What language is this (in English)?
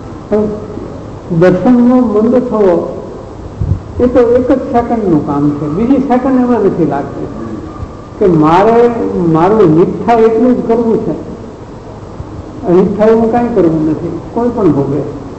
Gujarati